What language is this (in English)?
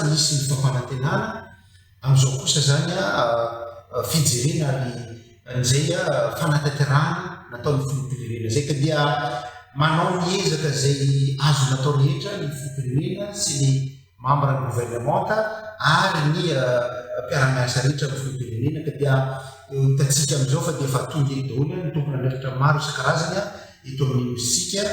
Malagasy